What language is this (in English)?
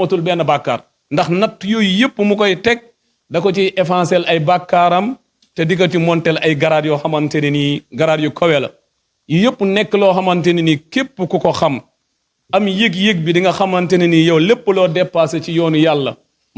Wolof